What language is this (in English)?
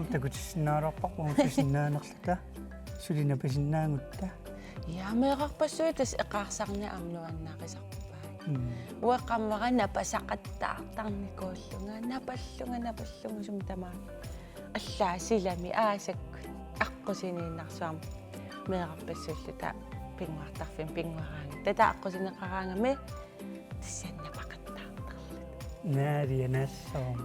Kalaallisut